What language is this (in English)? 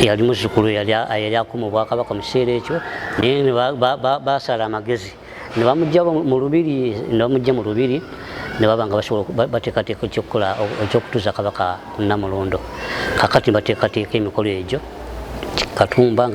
Ganda